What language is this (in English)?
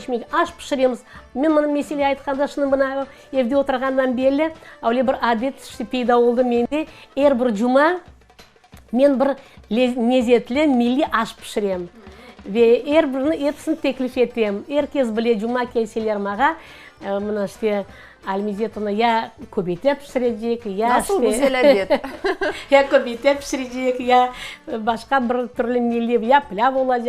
Crimean Tatar